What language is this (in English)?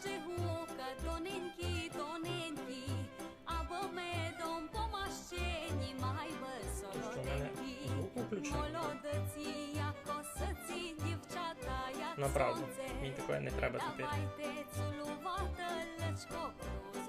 Rusyn